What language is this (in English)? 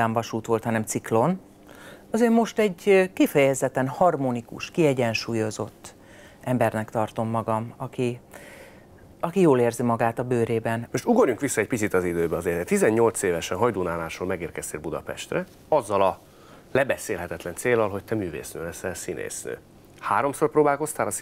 Hungarian